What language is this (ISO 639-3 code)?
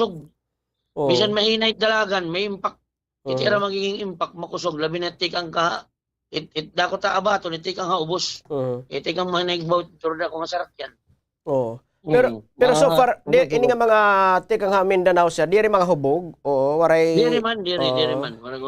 war